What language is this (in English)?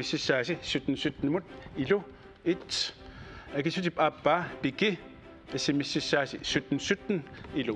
Kalaallisut